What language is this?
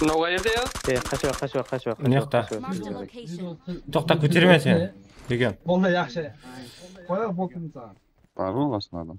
Kara-Kalpak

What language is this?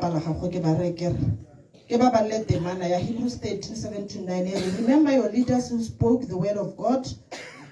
Tswana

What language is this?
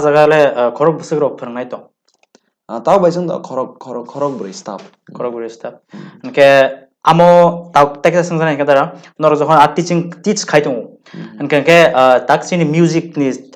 Kok Borok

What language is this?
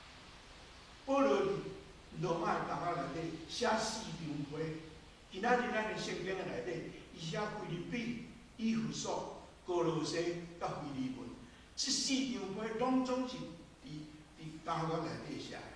Min Nan Chinese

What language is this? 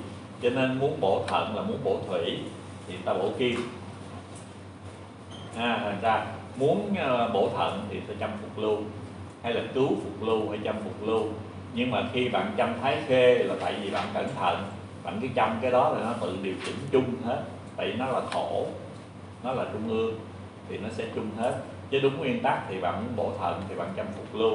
Vietnamese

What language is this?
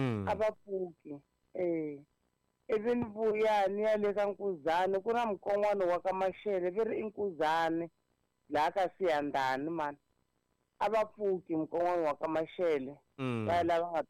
Tsonga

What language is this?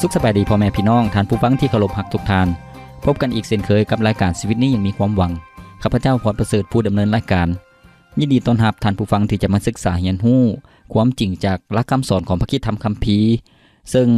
Lao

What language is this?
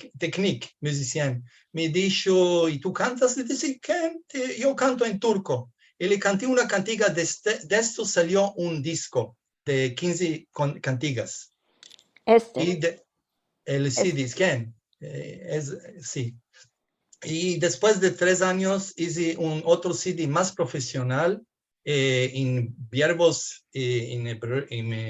Ladino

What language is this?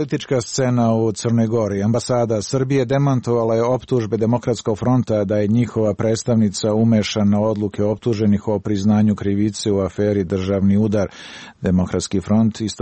Serbian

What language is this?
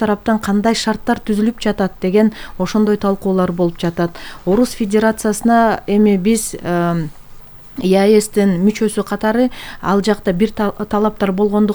Kyrgyz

